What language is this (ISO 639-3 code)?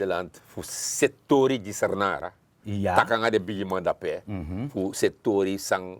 srn